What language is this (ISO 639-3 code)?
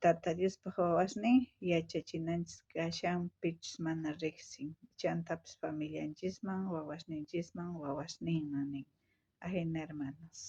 quh